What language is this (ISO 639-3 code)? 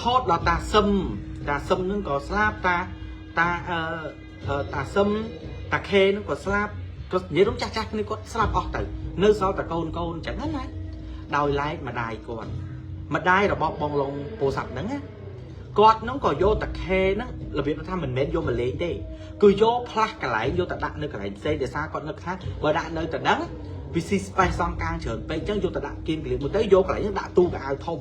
khm